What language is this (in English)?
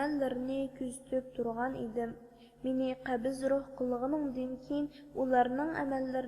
Uyghur